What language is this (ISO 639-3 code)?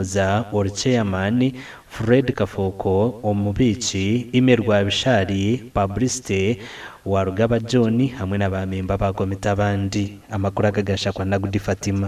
nyn